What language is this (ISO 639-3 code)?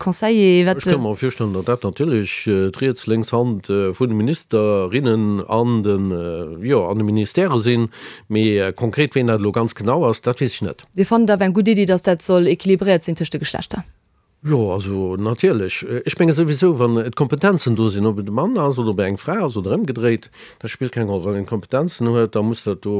ltz